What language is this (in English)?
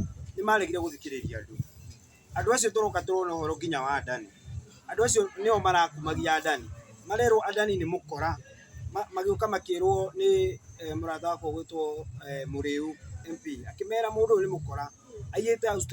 Kikuyu